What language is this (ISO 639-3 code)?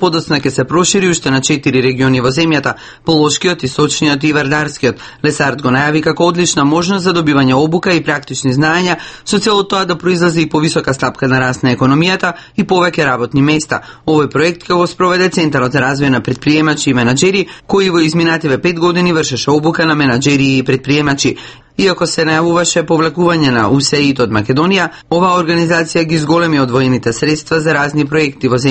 mkd